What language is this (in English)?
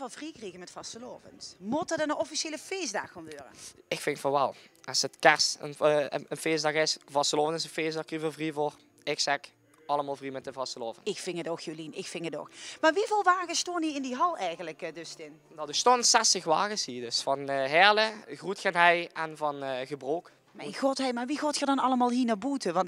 Limburgish